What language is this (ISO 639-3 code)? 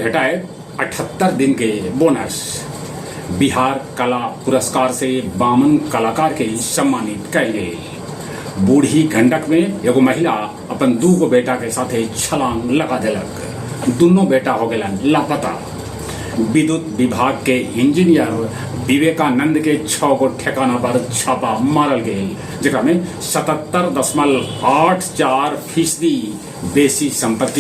mag